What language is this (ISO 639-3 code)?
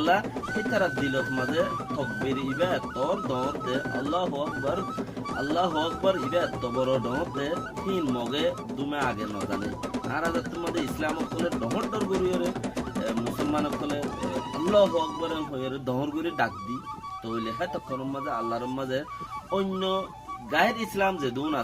rhg